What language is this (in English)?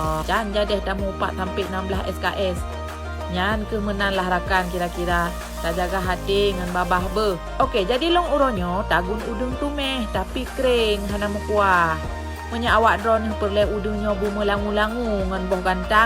Achinese